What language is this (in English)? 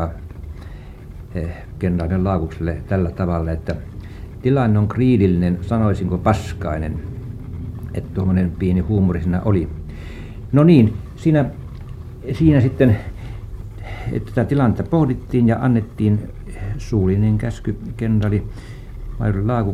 Finnish